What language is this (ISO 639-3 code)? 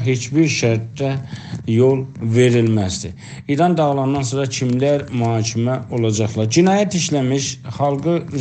azb